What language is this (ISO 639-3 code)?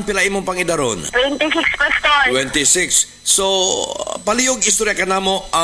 ceb